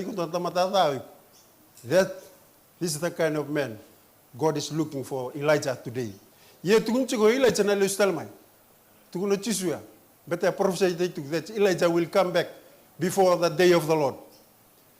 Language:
Fijian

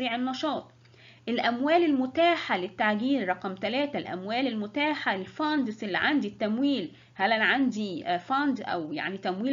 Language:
Egyptian Arabic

